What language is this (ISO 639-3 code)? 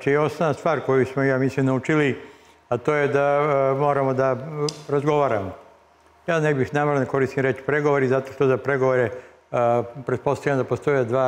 srp